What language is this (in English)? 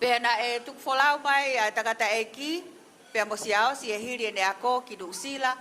Tongan